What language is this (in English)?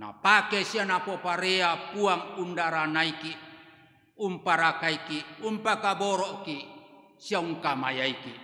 Toraja-Sa'dan